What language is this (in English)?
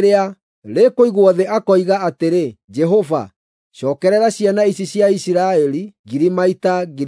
Kikuyu